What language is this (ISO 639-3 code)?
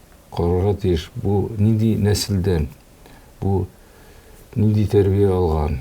tat